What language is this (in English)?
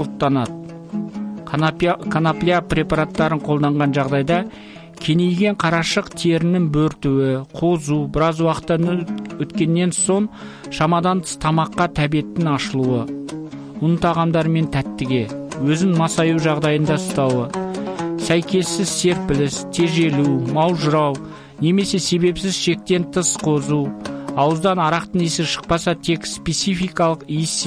Kazakh